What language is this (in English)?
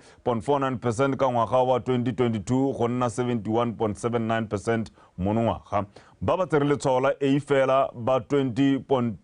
Tswana